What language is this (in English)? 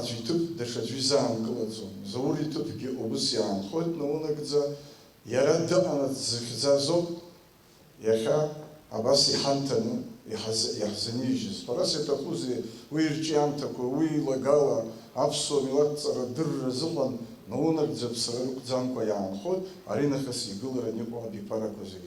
Abkhazian